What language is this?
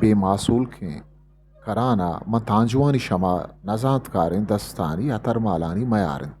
Eastern Balochi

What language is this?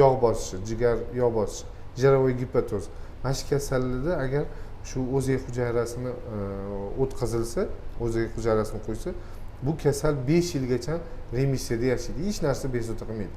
Uzbek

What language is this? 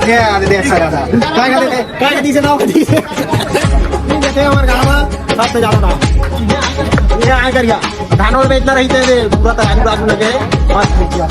Chhattisgarhi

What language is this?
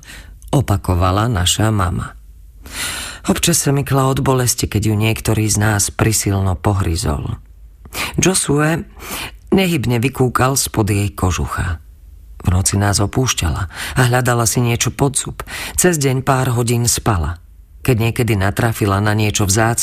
Slovak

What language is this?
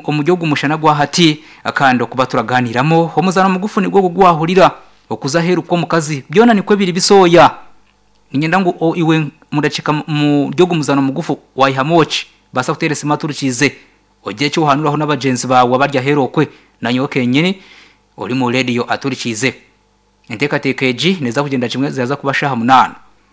Nyankole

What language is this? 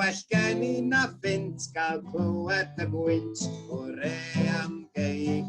Welsh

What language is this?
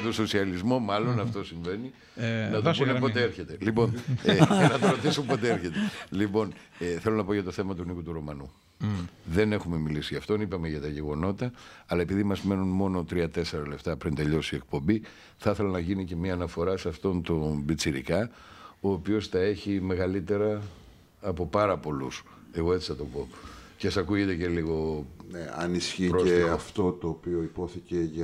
Greek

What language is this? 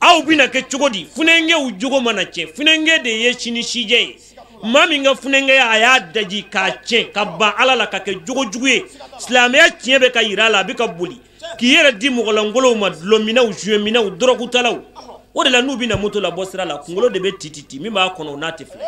Bambara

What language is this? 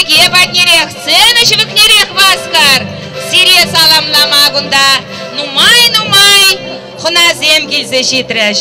Chuvash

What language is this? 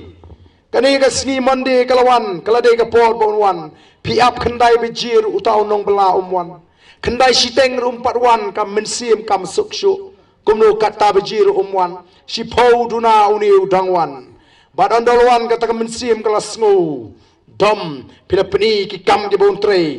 Khasi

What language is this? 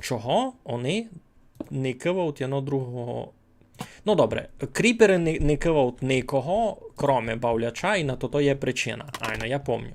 Rusyn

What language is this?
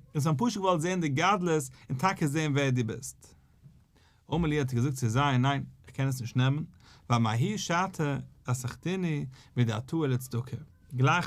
Yiddish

